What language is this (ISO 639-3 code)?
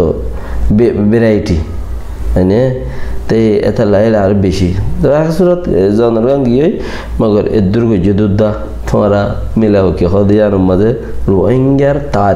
rhg